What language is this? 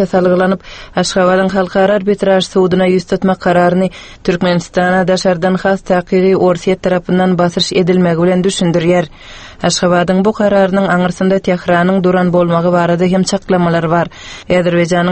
Turkmen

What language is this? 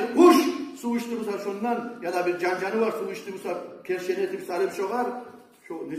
Kumyk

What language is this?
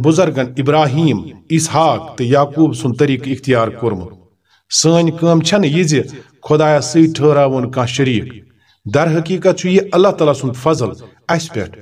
Kashmiri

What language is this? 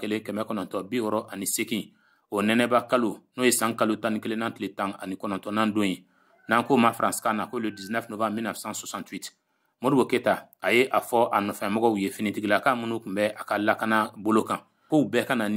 Bambara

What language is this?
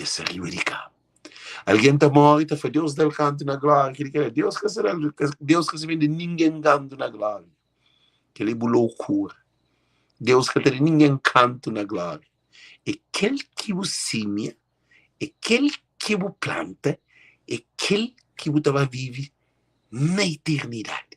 Kabuverdianu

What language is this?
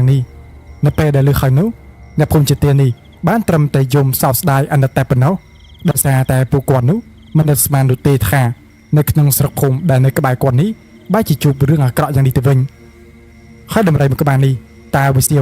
Khmer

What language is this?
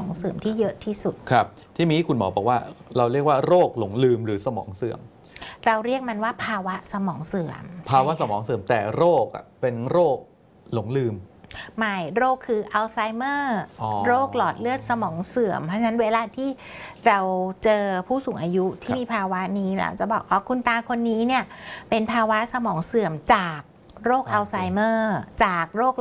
Thai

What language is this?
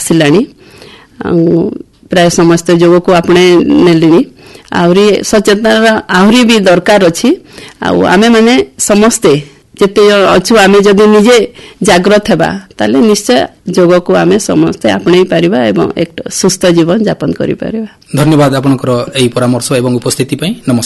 Odia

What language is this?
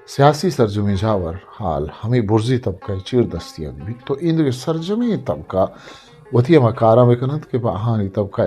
Eastern Balochi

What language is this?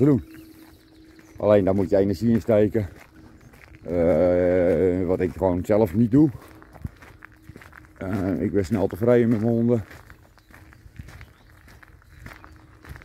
Dutch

